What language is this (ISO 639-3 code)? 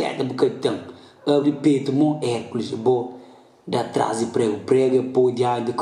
kea